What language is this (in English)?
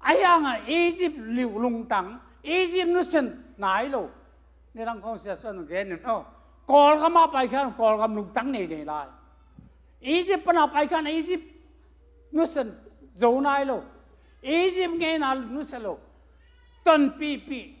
Tedim Chin